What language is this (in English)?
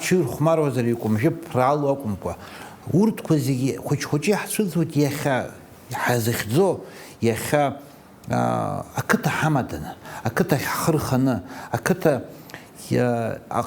Abkhazian